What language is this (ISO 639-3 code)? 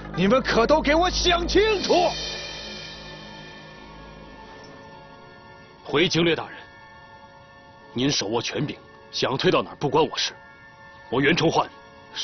zho